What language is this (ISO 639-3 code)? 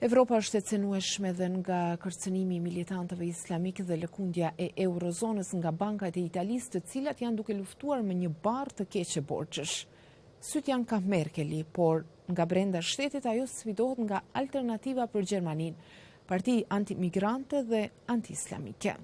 sqi